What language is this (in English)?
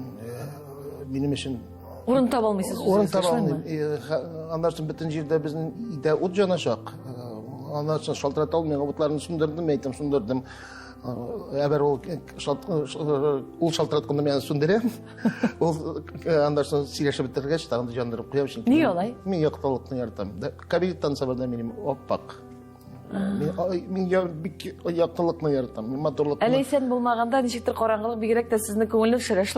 Tatar